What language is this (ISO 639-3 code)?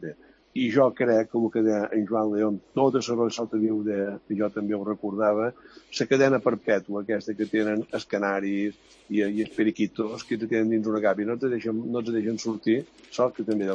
cat